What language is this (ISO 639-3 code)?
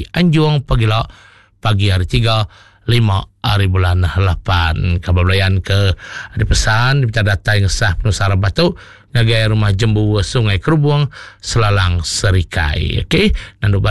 iba